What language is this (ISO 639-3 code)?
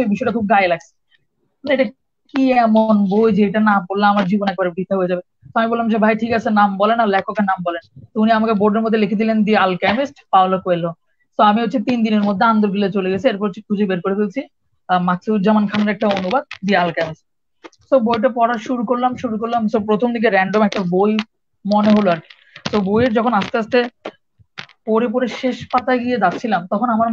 ben